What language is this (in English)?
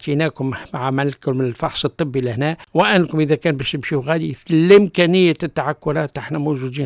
Tunisian Arabic